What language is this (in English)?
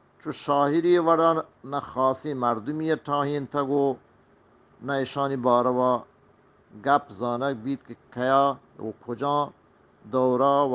Eastern Balochi